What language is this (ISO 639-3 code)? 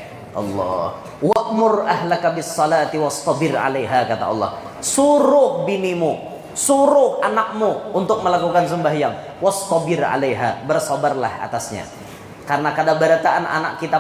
bjn